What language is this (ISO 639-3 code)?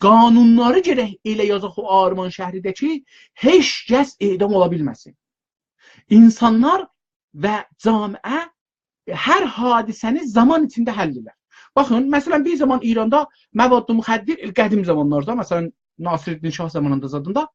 azb